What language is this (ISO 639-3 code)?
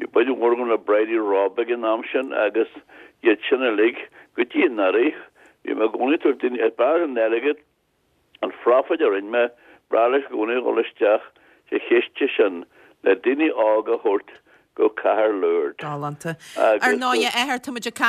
gle